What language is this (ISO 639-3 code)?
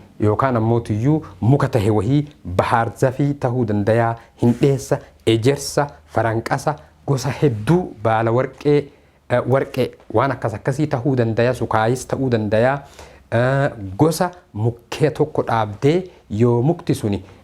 orm